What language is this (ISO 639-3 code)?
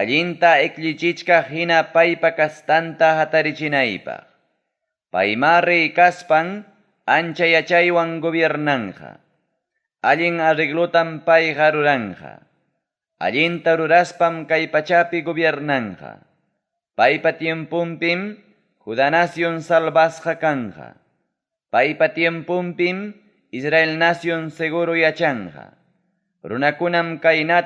quy